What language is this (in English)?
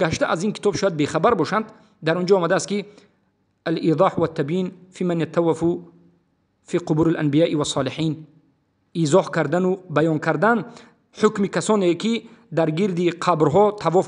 Tajik